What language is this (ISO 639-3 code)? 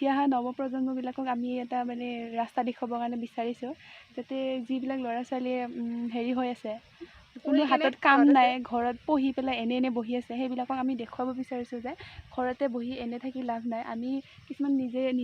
asm